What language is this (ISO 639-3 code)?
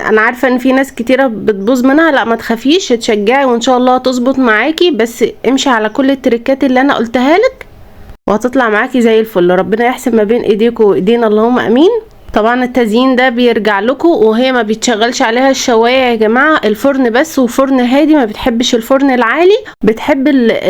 arz